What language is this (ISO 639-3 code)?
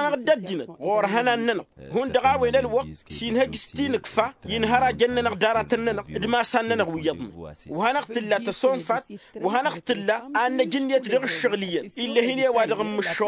taq